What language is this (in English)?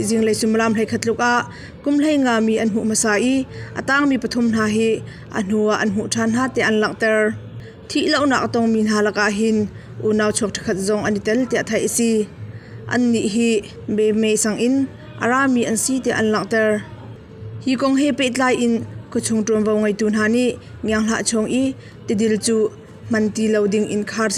Hakha Chin